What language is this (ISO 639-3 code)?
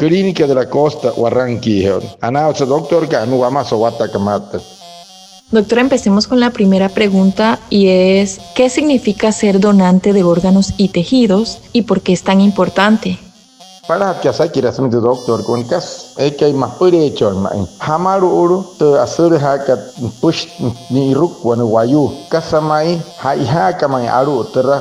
guc